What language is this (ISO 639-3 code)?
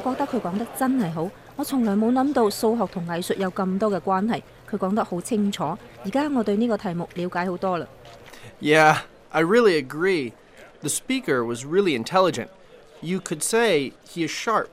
yue